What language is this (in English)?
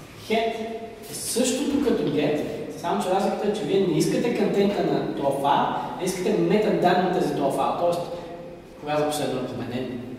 Bulgarian